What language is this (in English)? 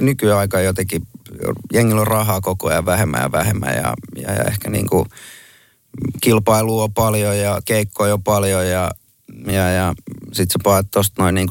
Finnish